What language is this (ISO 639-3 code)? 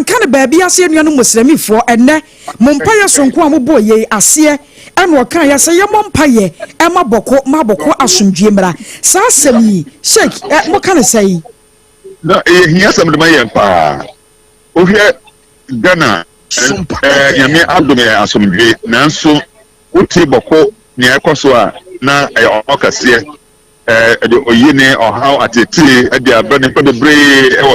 aka